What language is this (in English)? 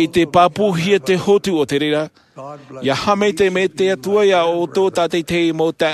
Tahitian